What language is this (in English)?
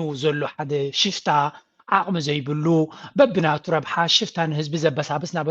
Tigrinya